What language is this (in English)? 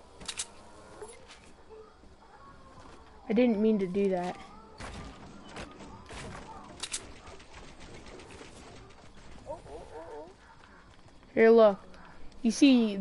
English